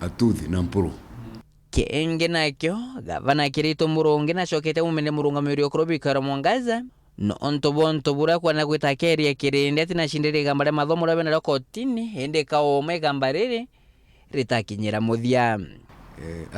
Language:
Meru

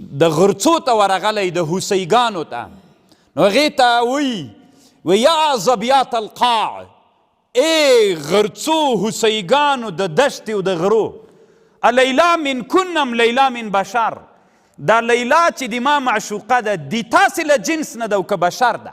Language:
Pashto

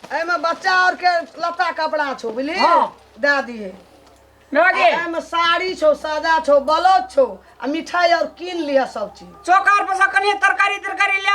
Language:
Maithili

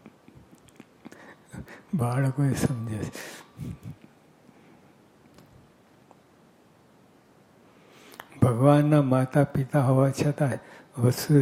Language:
Gujarati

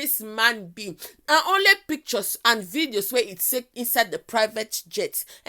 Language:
Nigerian Pidgin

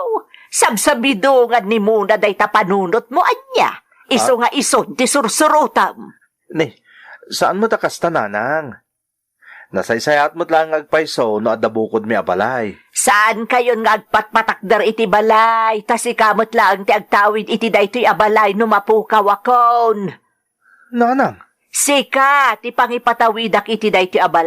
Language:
Iloko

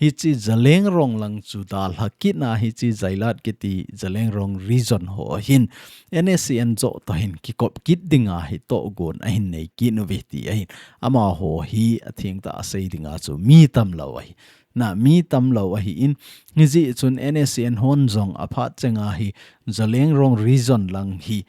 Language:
Thado Chin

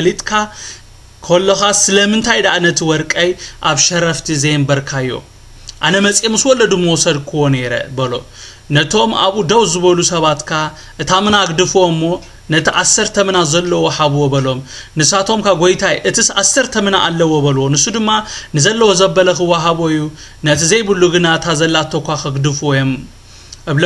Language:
Tigrinya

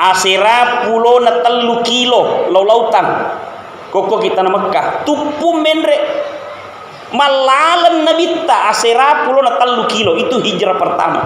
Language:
Buginese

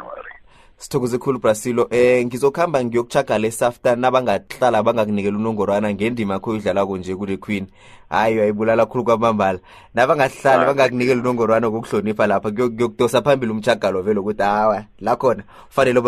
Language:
South Ndebele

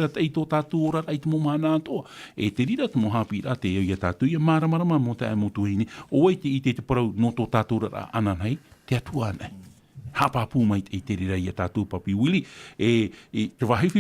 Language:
Tahitian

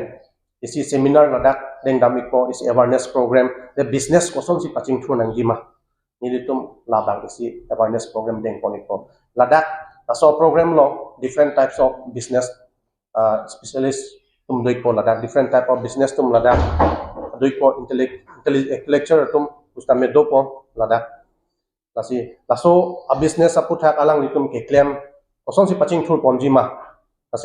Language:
Karbi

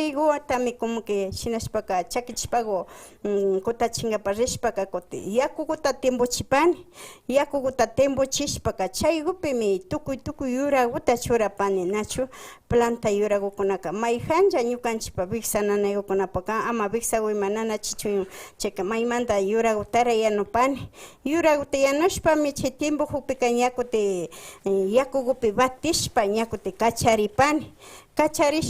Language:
Imbabura Highland Quichua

